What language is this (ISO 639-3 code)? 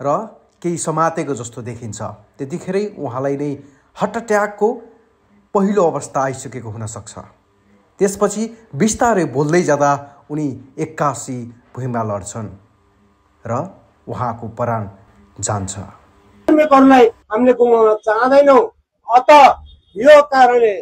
nep